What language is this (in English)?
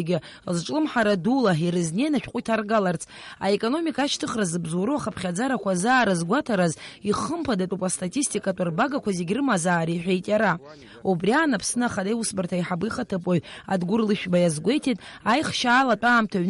Abkhazian